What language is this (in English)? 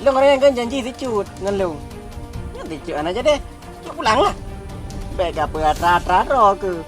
Achinese